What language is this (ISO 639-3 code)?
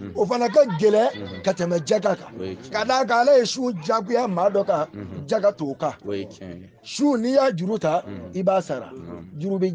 bam